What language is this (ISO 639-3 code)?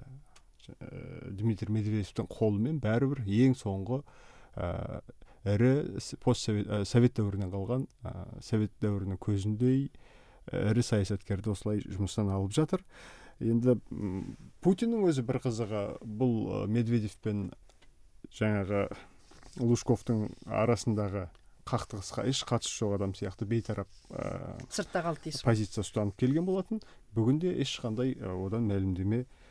kaz